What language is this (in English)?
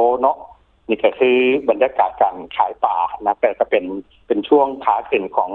Lao